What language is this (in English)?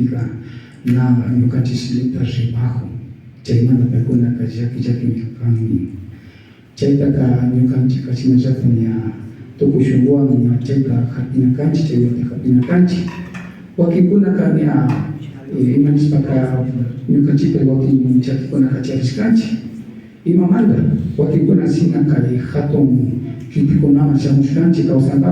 Imbabura Highland Quichua